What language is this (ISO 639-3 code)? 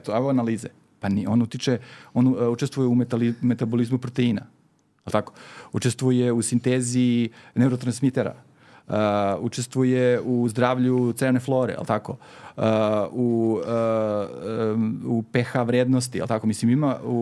srp